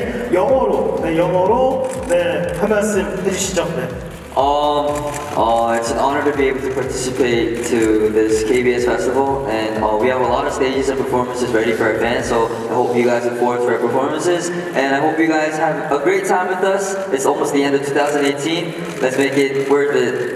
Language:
Korean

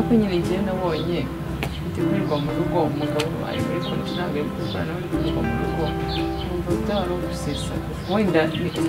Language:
Kinyarwanda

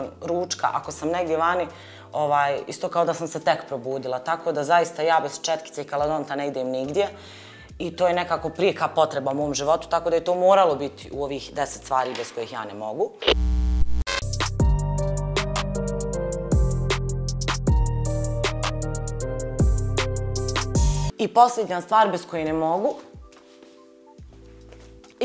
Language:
Bosnian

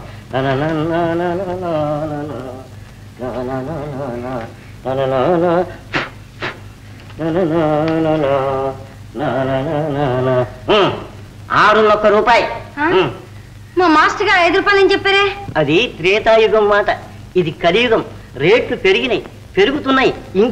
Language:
Telugu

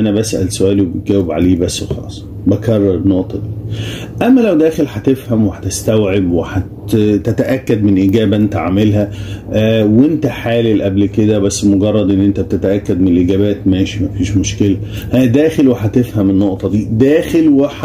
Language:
Egyptian Arabic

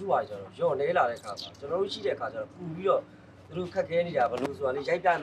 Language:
Burmese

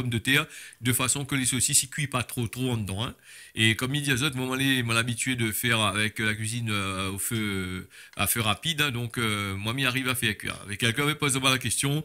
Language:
Réunion Creole French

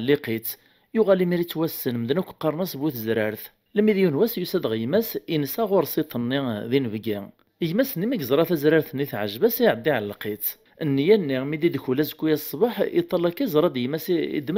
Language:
Kabyle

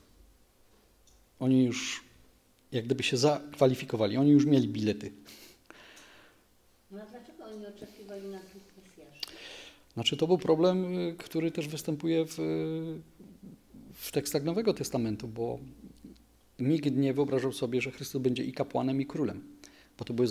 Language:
Polish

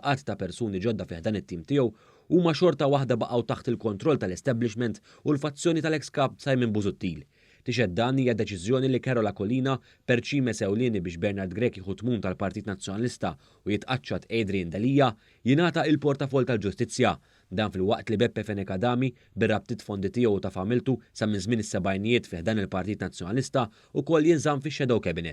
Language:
Maltese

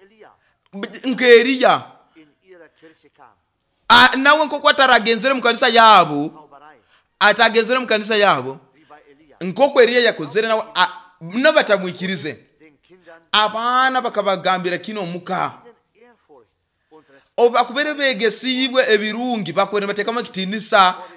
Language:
Nyoro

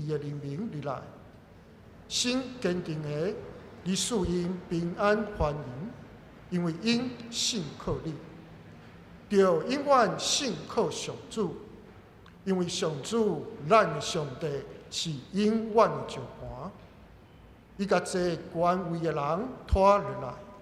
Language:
Min Nan Chinese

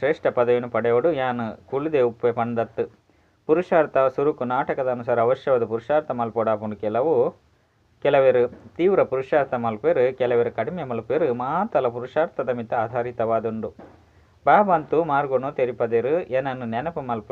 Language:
Tulu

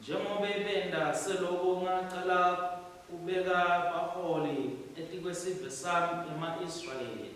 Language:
Swati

